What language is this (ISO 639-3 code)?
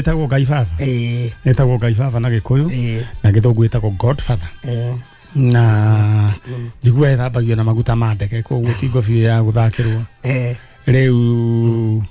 kik